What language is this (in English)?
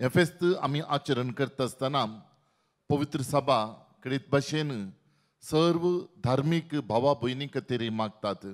Konkani